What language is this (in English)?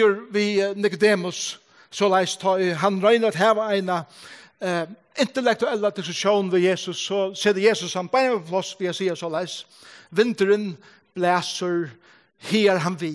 Faroese